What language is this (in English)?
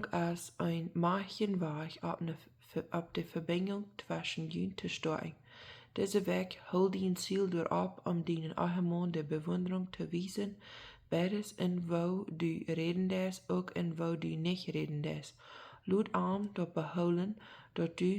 Plautdietsch